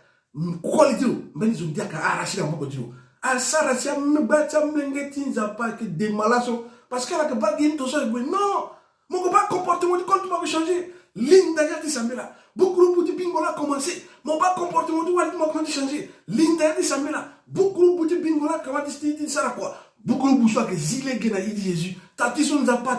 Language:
Sango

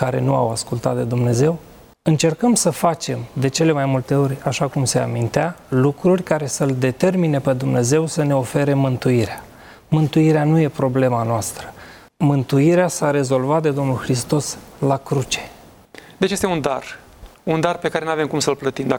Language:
Romanian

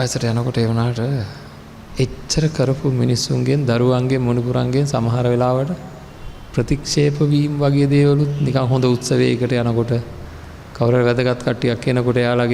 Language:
Sinhala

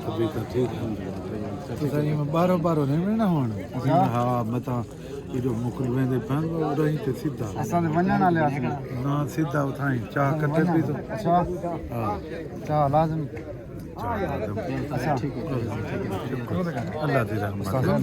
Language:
Saraiki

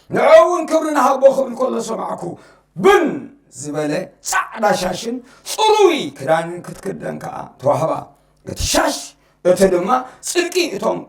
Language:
Tigrinya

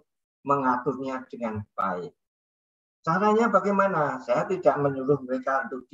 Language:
Indonesian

